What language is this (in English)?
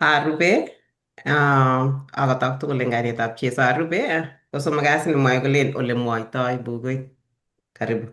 Kalenjin